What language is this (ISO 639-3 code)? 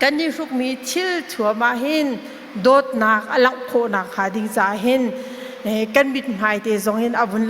cnh